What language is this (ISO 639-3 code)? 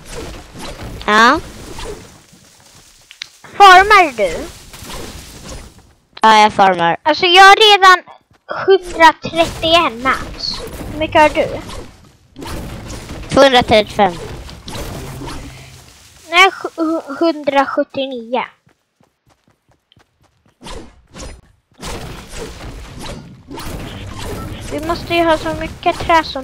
swe